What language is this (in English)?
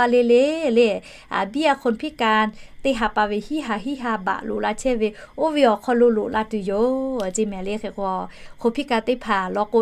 Lahu